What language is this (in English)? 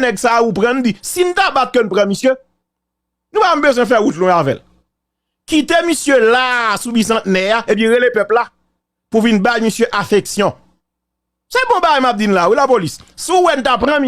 Haitian Creole